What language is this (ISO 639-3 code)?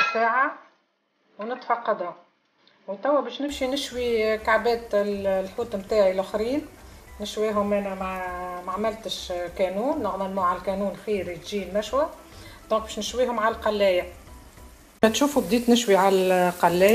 aeb